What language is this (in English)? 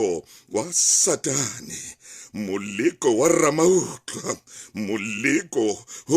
Southern Sotho